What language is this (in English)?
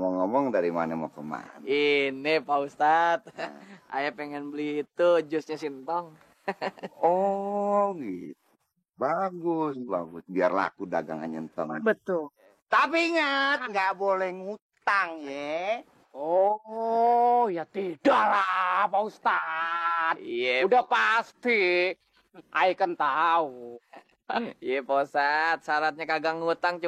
Betawi